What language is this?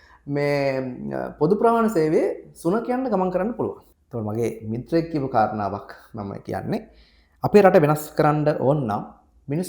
Sinhala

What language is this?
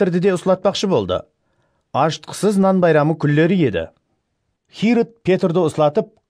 Kara-Kalpak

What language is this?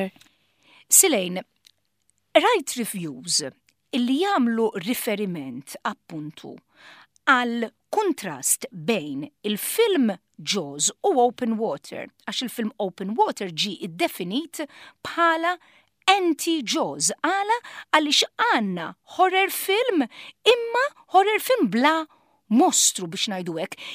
Maltese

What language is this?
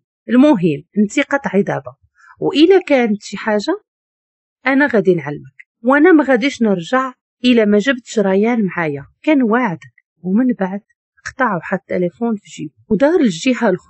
Moroccan Arabic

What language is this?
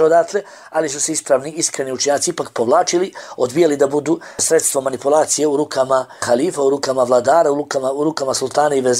Bosnian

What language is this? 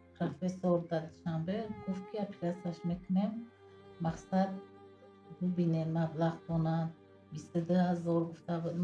Tajik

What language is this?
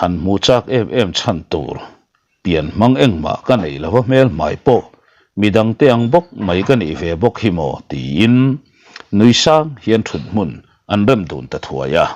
Mizo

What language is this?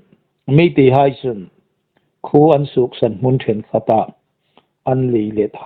Hmar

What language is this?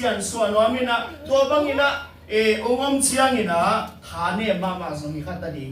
Tedim Chin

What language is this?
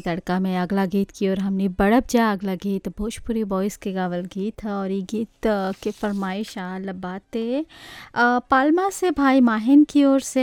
Bhojpuri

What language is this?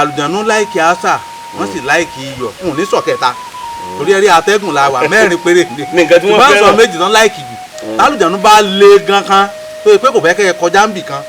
Yoruba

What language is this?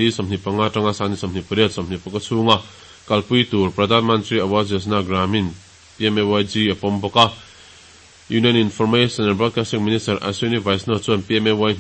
Mizo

